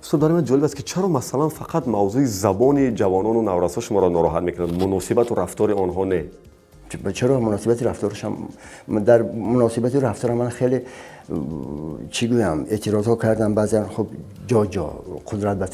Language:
Tajik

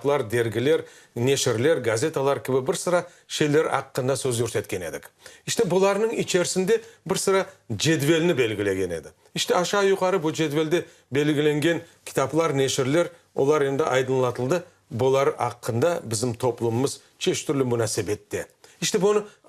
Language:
Crimean Tatar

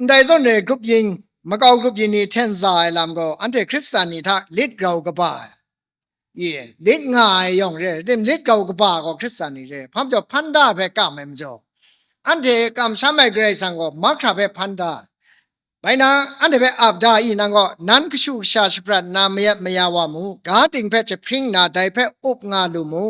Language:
Kachin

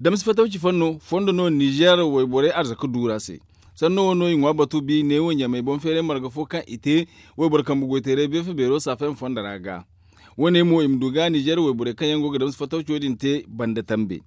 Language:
Zarma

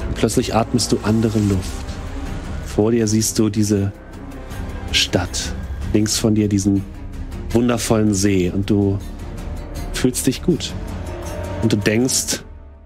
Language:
German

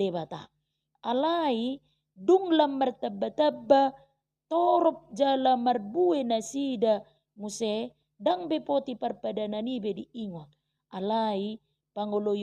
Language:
Batak Toba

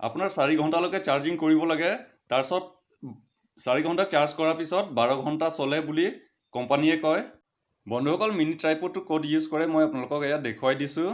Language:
Assamese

